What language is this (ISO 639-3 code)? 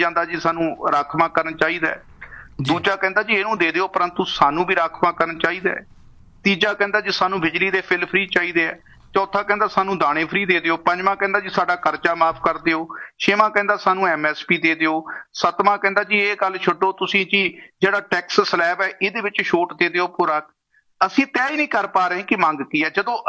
pan